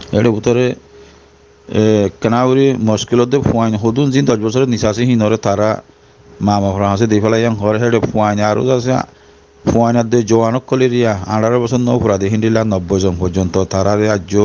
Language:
Rohingya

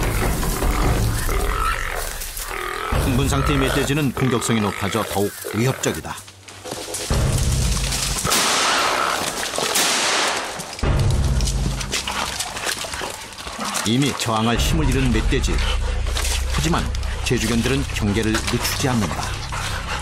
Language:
Korean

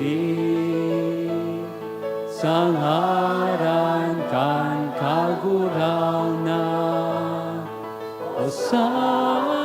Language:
Bikol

